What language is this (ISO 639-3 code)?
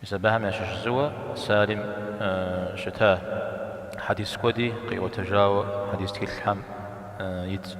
kbd